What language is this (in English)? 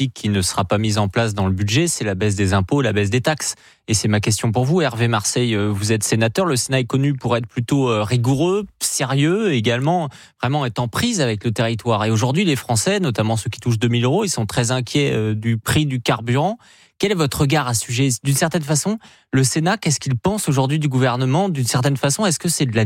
French